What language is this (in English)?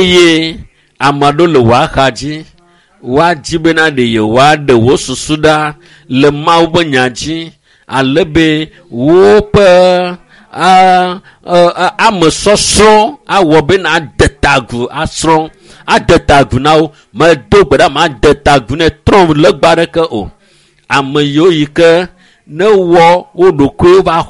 Ewe